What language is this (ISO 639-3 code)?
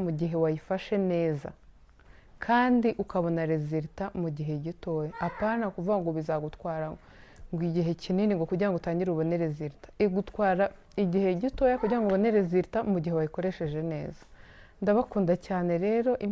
kin